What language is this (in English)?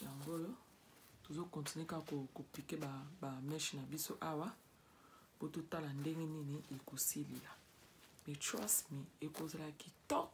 Lingala